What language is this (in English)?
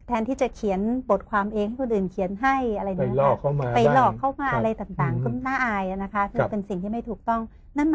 Thai